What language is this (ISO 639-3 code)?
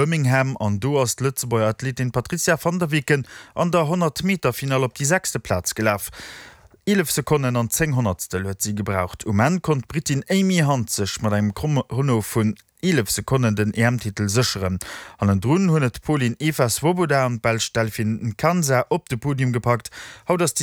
ltz